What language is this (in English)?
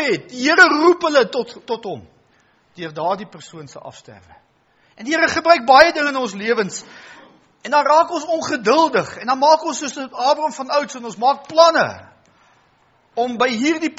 Afrikaans